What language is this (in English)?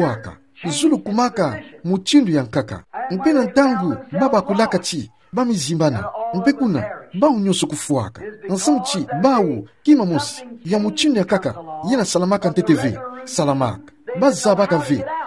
Kituba (Democratic Republic of Congo)